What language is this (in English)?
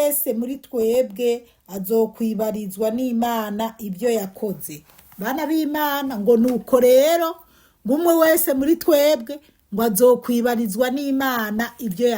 Rundi